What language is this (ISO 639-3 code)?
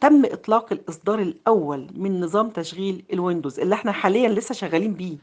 arz